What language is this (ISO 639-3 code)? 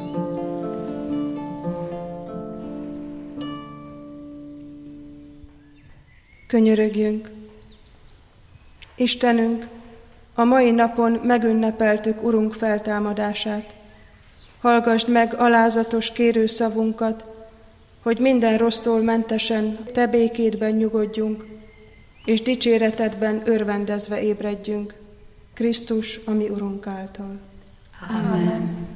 hun